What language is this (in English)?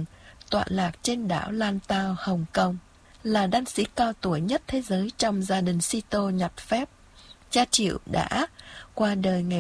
Vietnamese